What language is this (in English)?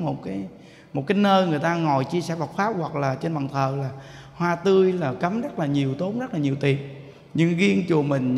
Vietnamese